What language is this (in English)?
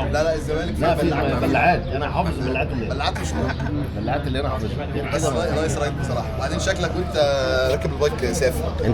Egyptian Arabic